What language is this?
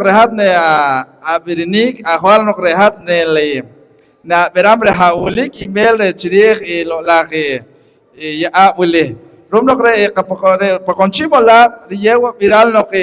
Poqomchi'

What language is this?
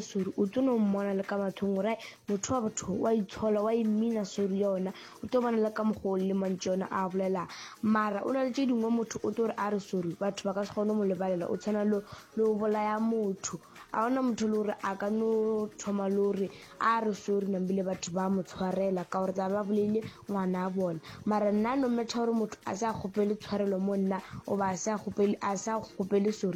Northern Sotho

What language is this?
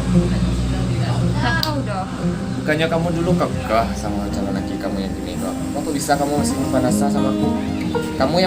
Minangkabau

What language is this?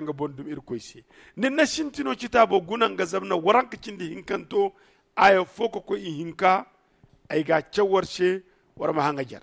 Zarma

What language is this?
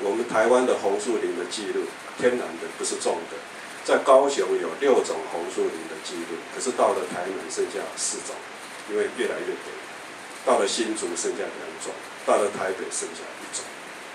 Chinese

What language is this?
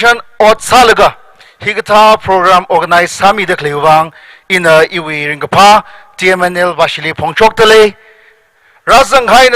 Tangkhul Naga (India)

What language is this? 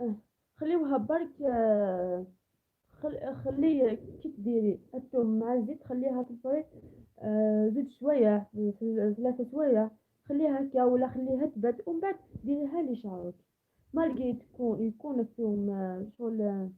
Algerian Arabic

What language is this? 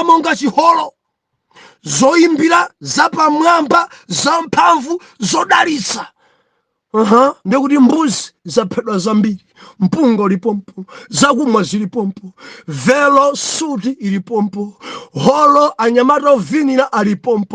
Nyanja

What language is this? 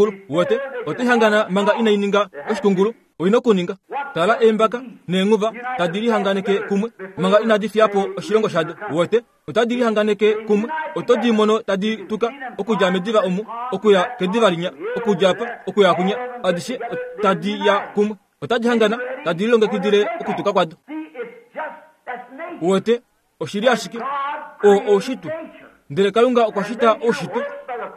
Kuanyama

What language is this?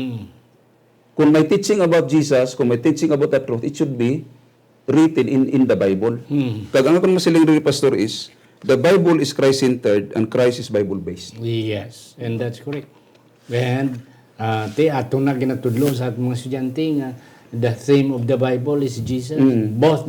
Hiligaynon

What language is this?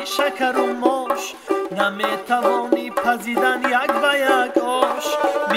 Tajik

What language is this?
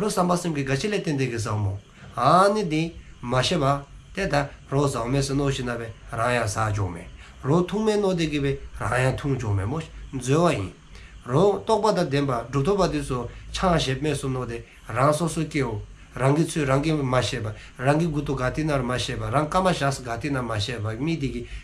Dzongkha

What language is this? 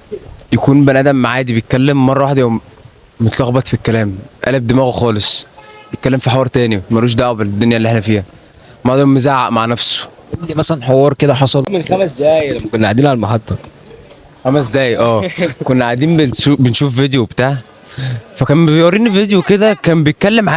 Egyptian Arabic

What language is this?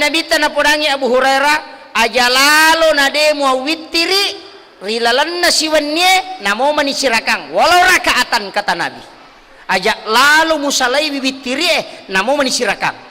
Buginese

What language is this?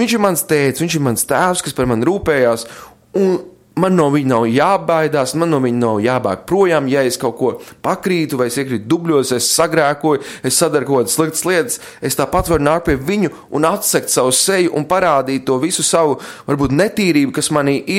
Latvian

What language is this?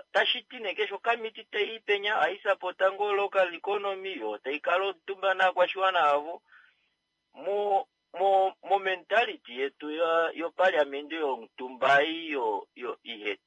Kuanyama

